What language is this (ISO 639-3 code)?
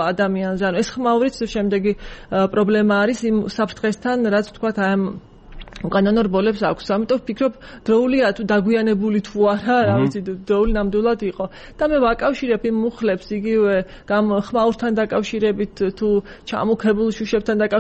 kat